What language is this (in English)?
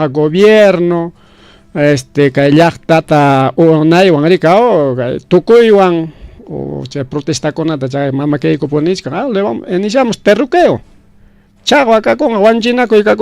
Ayacucho Quechua